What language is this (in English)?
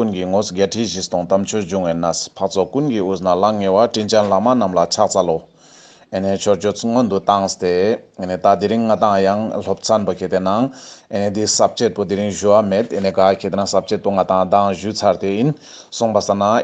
Ladakhi